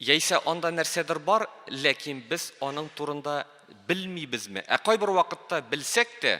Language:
Tatar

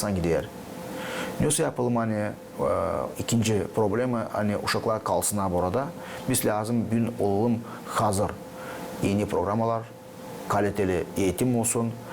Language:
Gagauz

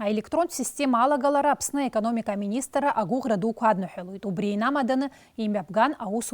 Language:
Abkhazian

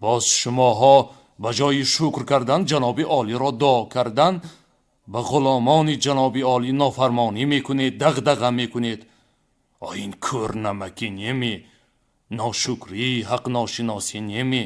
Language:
Tajik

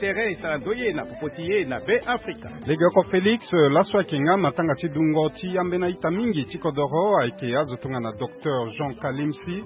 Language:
Sango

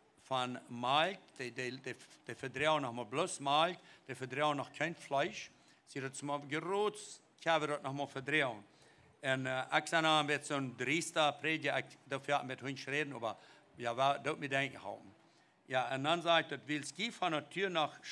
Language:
Plautdietsch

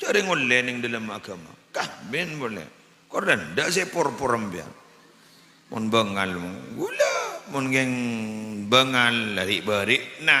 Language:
Madurese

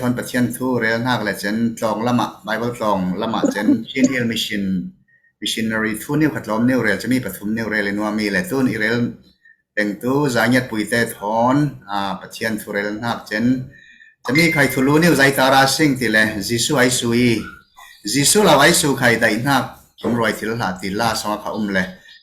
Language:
Falam Chin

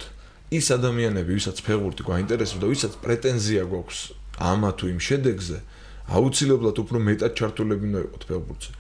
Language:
Georgian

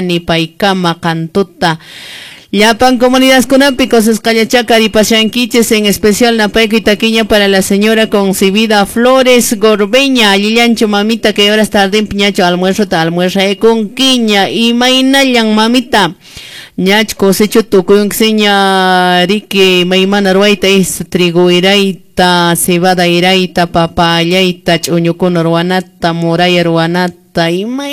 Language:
Quechua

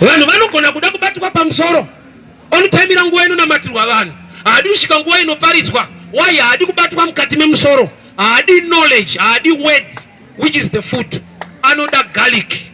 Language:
Shona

